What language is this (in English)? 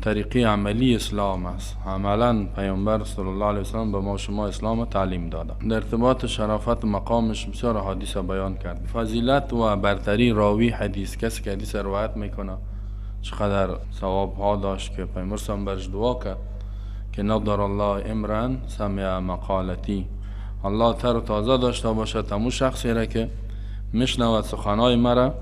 Persian